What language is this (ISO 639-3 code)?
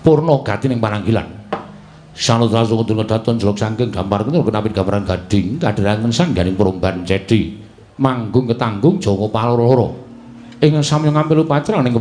jav